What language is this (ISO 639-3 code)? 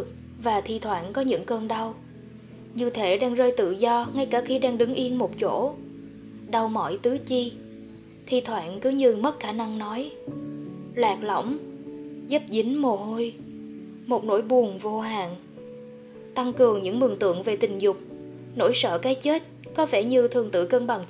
vie